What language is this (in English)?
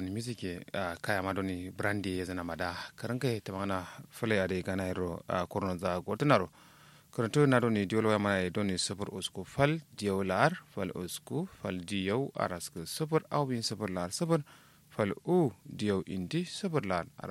Kanuri